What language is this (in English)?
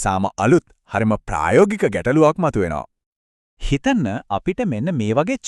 Sinhala